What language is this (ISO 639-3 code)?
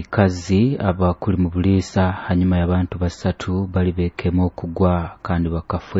nyo